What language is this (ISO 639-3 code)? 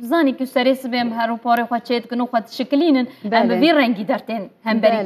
kur